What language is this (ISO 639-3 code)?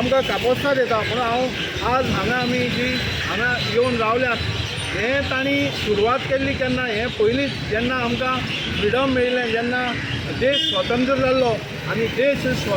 kok